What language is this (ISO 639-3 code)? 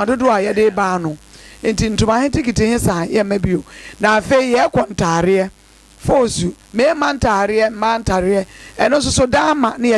aka